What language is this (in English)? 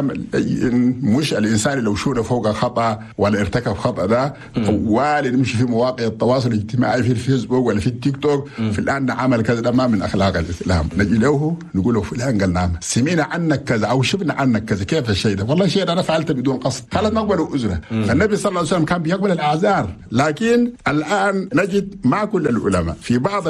Chadian Arabic